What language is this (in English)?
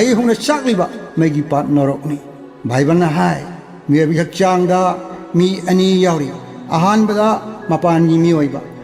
Manipuri